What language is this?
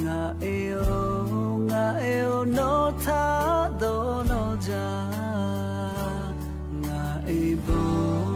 Lahu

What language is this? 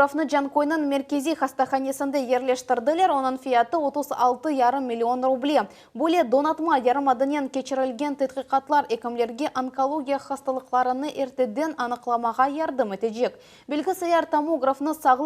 Crimean Tatar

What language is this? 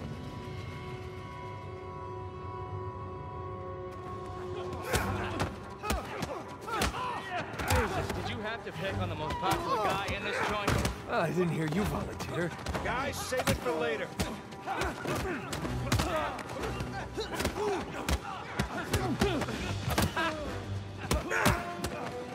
English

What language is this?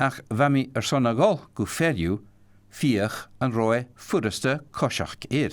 Scottish Gaelic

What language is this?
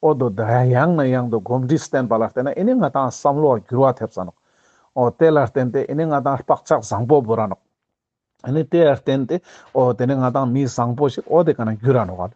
Ladakhi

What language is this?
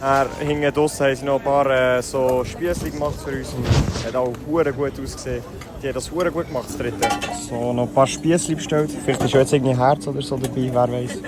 Swiss German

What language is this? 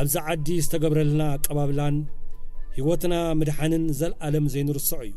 Tigrinya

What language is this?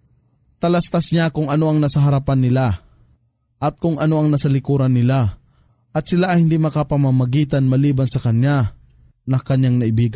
Filipino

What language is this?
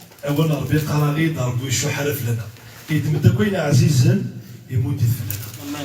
Kabyle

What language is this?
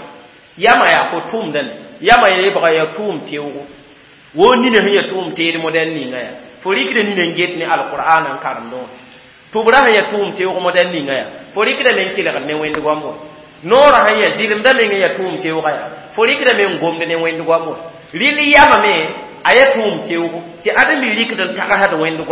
Mossi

